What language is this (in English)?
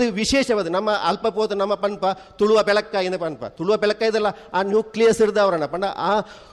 Tulu